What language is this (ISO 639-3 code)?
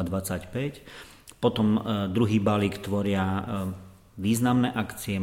slk